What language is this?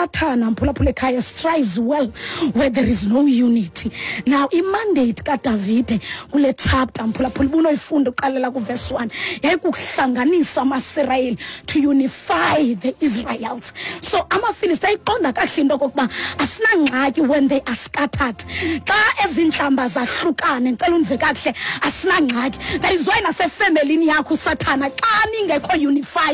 Xhosa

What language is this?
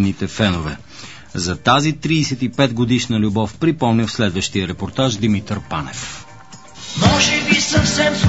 Bulgarian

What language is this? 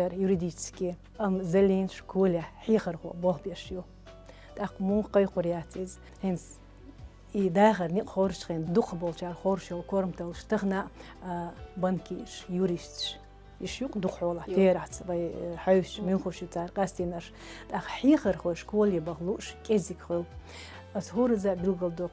Chechen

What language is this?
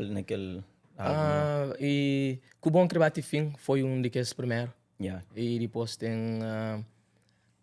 Kabuverdianu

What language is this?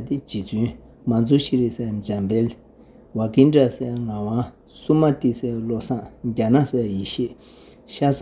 Tibetan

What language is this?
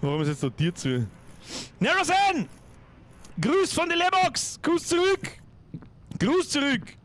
Bavarian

